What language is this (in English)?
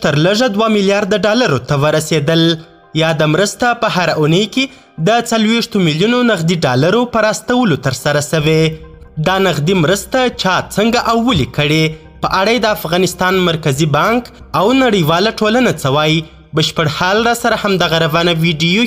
Pashto